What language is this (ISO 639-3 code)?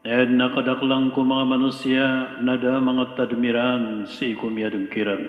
mrw